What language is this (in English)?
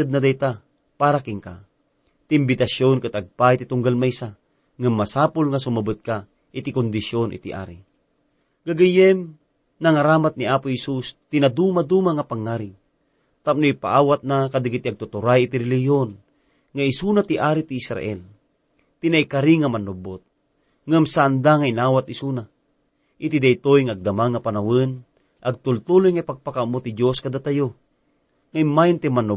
Iloko